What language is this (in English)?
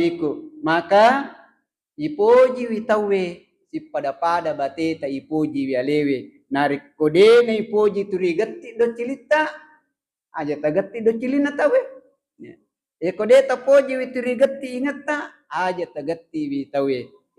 Buginese